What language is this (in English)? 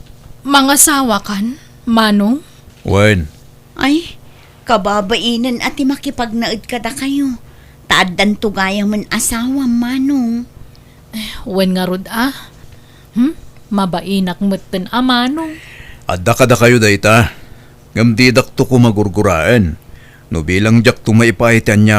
Iloko